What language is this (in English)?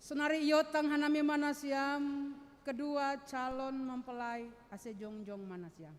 Batak Simalungun